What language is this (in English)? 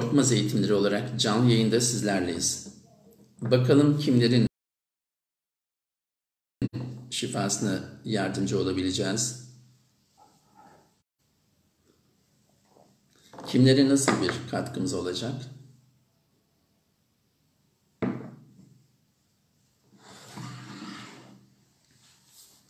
Turkish